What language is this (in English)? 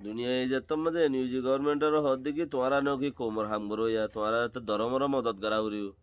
Rohingya